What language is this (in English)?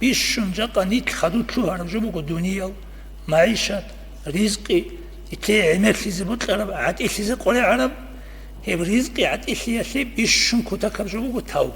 Avaric